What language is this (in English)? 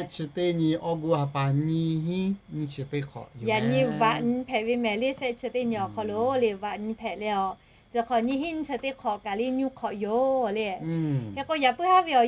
Lahu